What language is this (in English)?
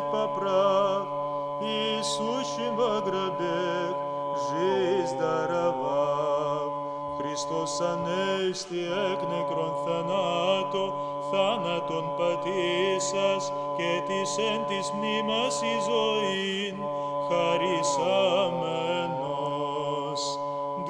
Abkhazian